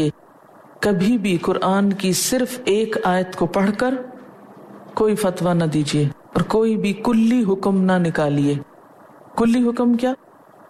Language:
Urdu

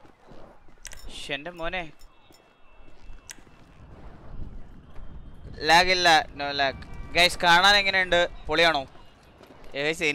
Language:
Malayalam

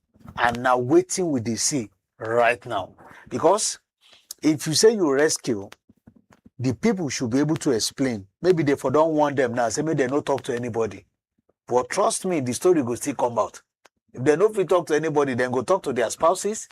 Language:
Nigerian Pidgin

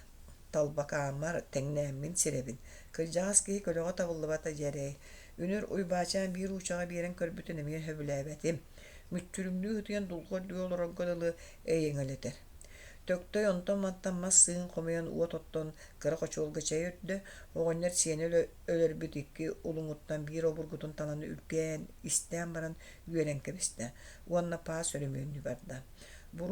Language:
Yakut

